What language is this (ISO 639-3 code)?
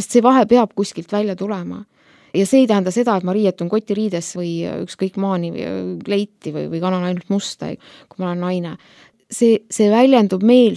est